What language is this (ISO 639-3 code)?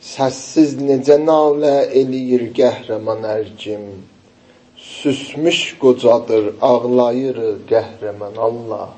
azb